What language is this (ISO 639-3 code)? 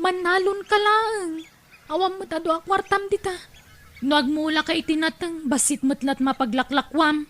ilo